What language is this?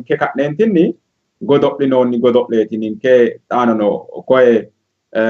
Sidamo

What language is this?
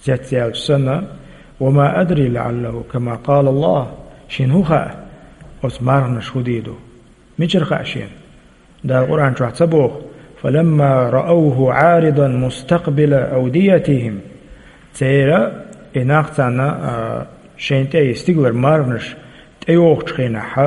Chechen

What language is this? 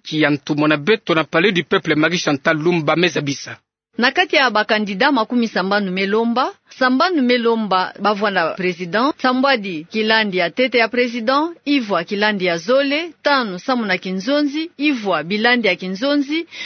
Kituba (Democratic Republic of Congo)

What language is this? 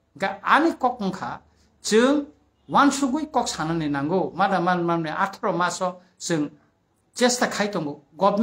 Kok Borok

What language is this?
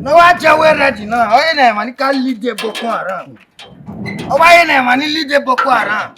Bini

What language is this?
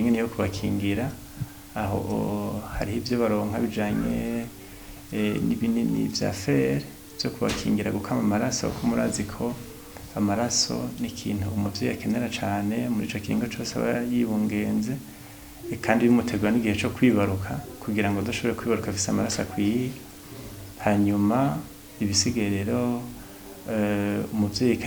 Rundi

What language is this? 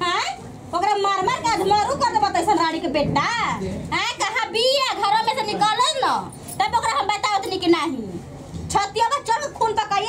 Bhojpuri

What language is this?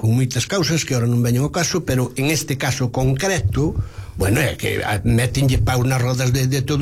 Galician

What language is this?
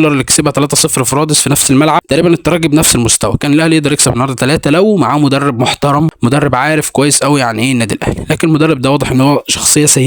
Egyptian Arabic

